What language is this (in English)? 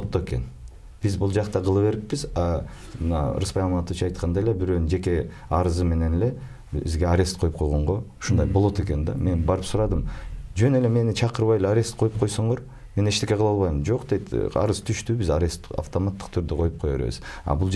Kyrgyz